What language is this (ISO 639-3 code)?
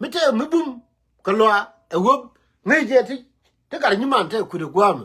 nus